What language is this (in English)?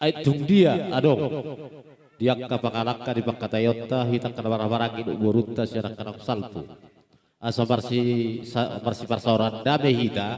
Batak Toba